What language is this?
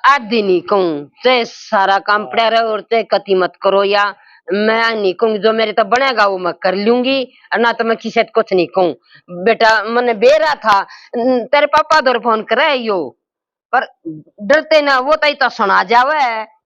Haryanvi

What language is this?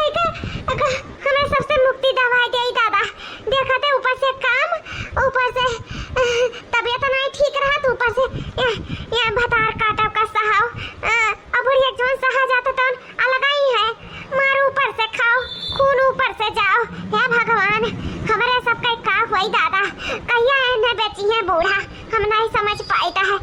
Awadhi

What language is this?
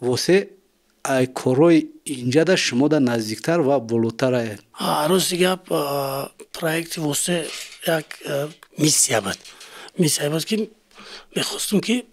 Tajik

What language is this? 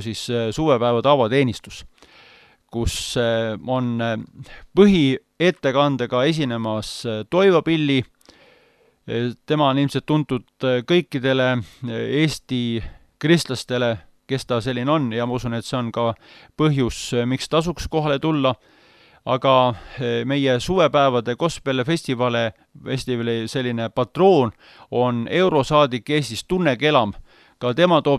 Estonian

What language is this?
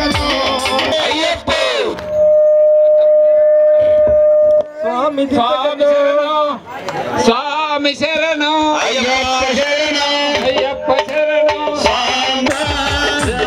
Telugu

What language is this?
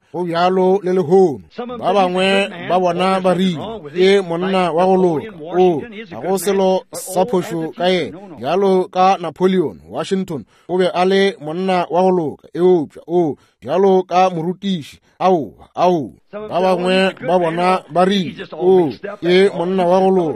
Northern Sotho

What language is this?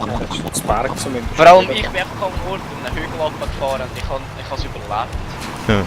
Swiss German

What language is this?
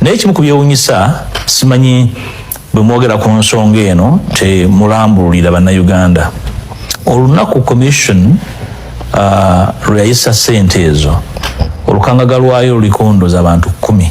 Ganda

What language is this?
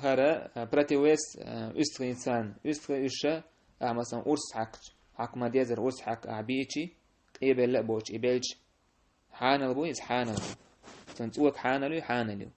Chechen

